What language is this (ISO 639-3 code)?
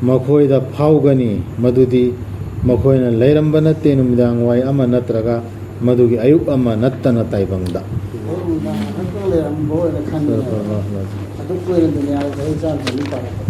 mni